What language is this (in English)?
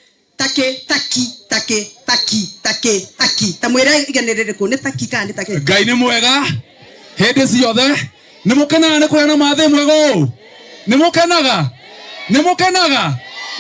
Kikuyu